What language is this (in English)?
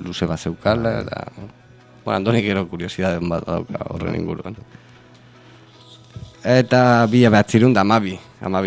Basque